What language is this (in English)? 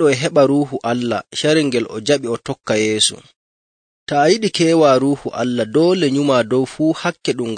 Nigerian Fulfulde